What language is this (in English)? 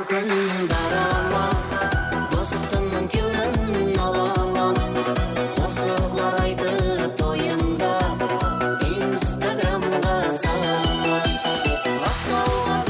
Kara-Kalpak